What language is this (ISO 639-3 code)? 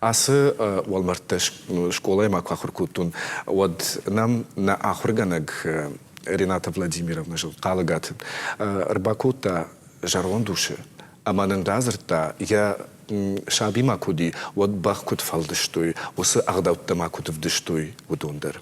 oss